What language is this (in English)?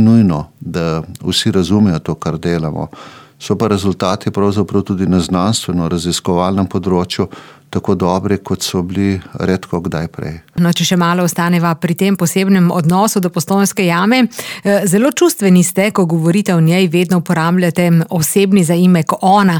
Slovenian